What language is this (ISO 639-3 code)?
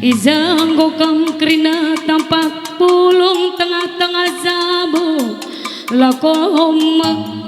btx